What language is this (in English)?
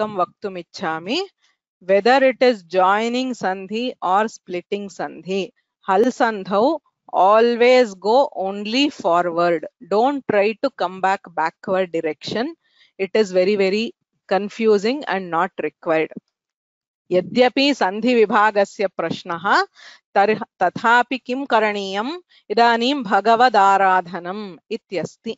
Sanskrit